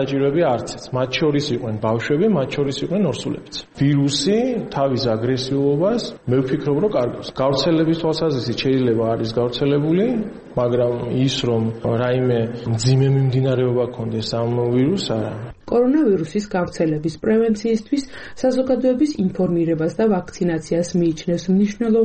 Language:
Georgian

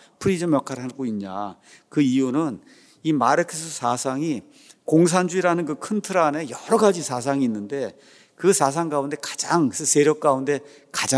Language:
Korean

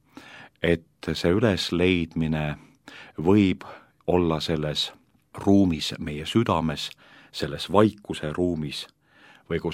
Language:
Estonian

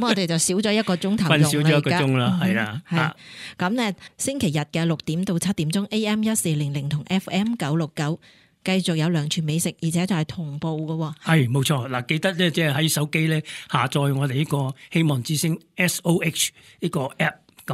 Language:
Cantonese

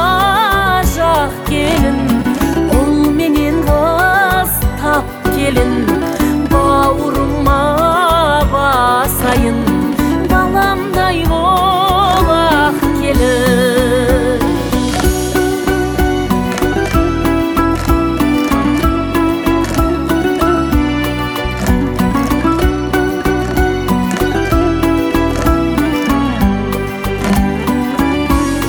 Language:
Kazakh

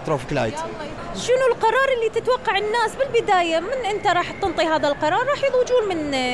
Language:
Mesopotamian Arabic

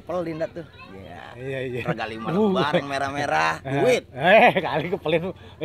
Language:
Betawi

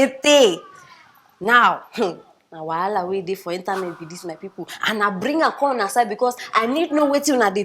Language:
Nigerian Pidgin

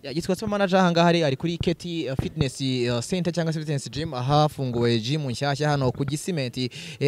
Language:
Kinyarwanda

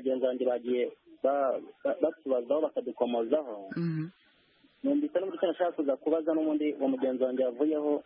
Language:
Kinyarwanda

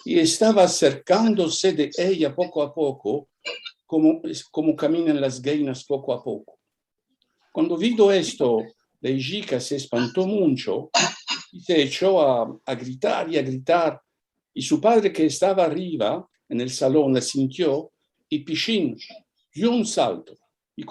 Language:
Ladino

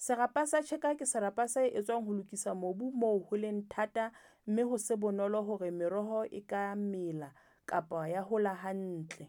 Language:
Southern Sotho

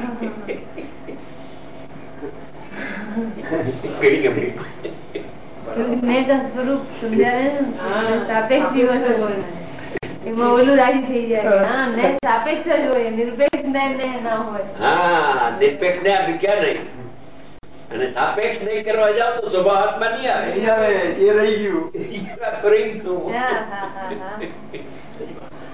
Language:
Gujarati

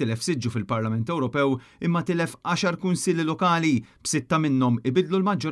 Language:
Maltese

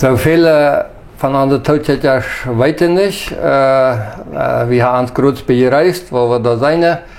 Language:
Plautdietsch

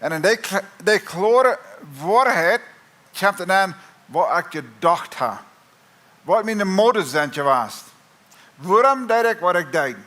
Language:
Plautdietsch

